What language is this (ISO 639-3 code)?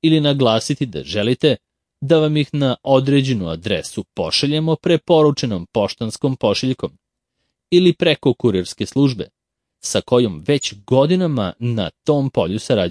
srp